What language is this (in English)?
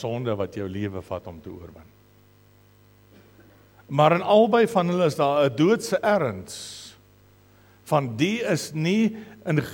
Afrikaans